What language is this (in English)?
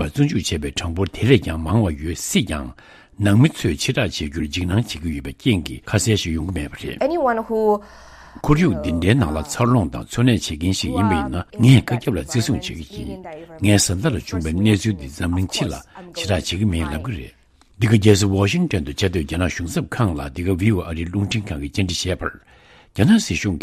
Tibetan